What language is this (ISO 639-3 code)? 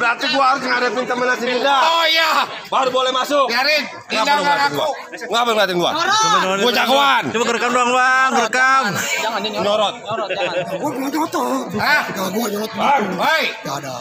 bew